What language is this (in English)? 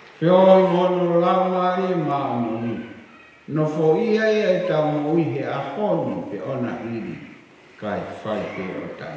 Tongan